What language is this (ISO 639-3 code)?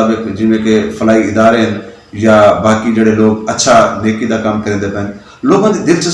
skr